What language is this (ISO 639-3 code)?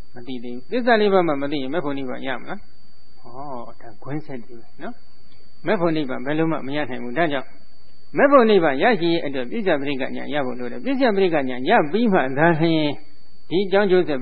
mya